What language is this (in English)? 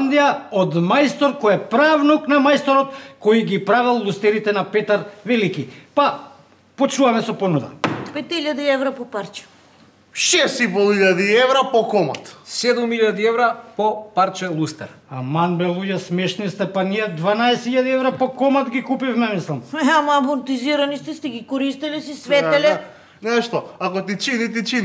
Macedonian